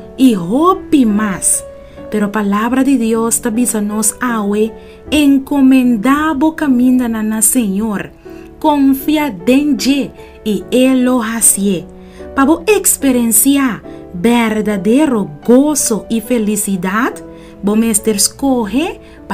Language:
Papiamento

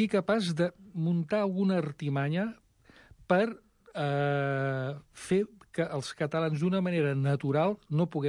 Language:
Catalan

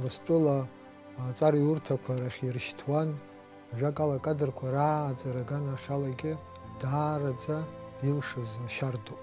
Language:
Abkhazian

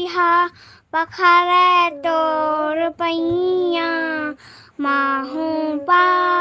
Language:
Chhattisgarhi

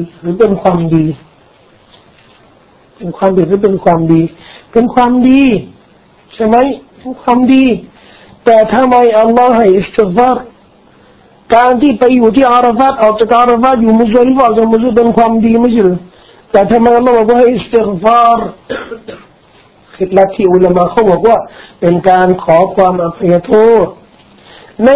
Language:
Thai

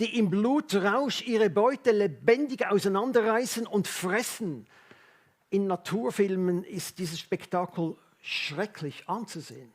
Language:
Swiss German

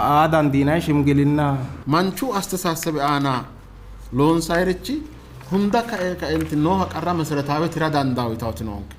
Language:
Sidamo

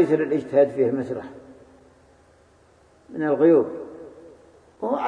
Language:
Arabic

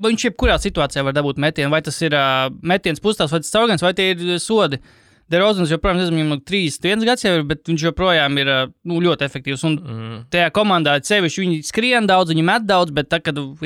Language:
Latvian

